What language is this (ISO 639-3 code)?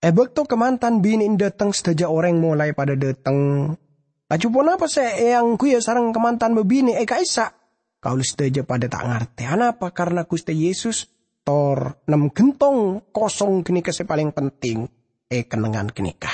mad